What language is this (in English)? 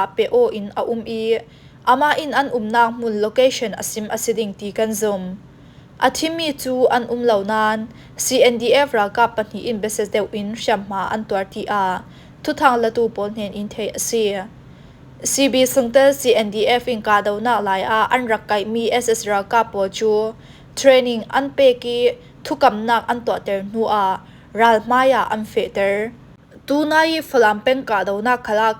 Falam Chin